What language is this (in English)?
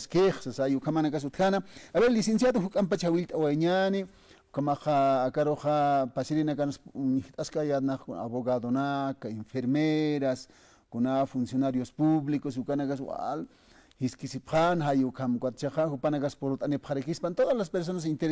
Aymara